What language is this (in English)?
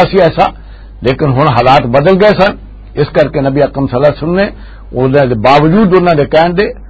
Western Panjabi